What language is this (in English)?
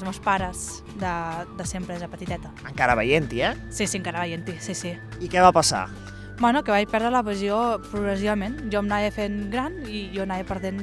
Catalan